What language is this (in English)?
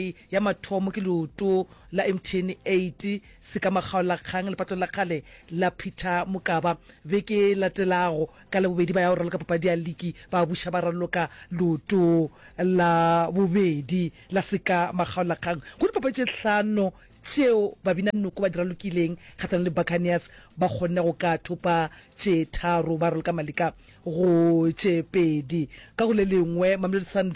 Northern Sotho